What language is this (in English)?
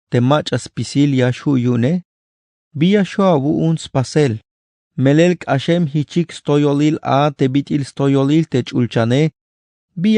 Tzeltal